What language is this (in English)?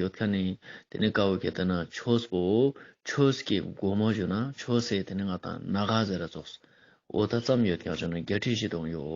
Ladakhi